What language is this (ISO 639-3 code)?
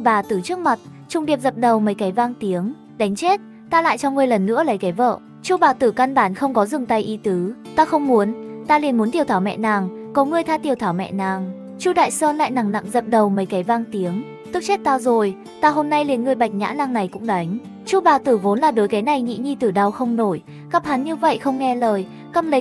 vie